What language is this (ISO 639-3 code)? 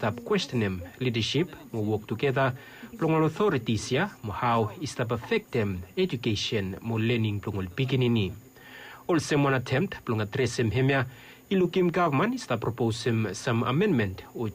bis